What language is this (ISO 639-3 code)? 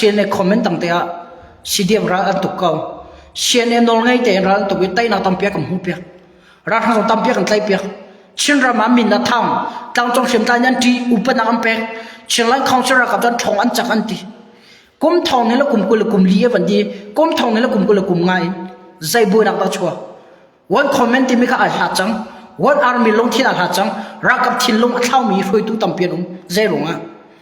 cnh